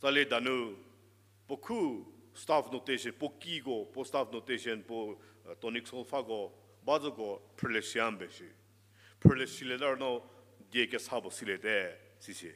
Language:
Angami Naga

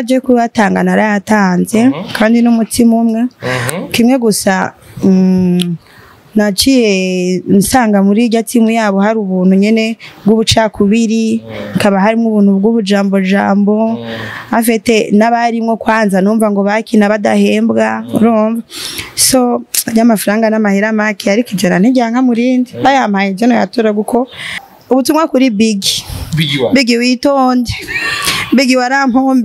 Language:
Rundi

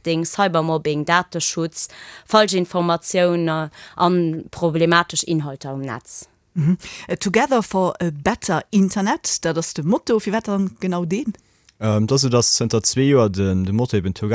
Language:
Luxembourgish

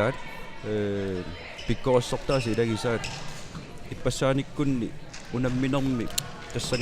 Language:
Kalaallisut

